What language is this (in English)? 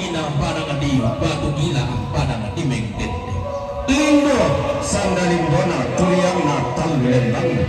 Toraja-Sa'dan